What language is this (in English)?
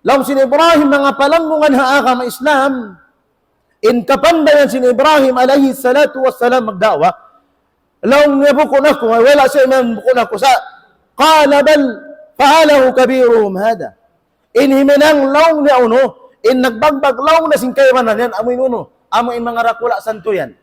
Tausug